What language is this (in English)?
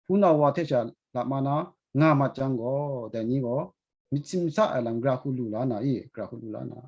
Kachin